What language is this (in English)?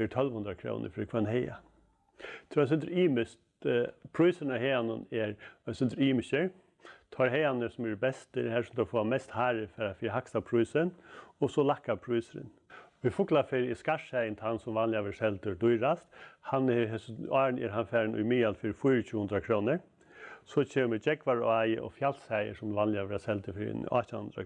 Faroese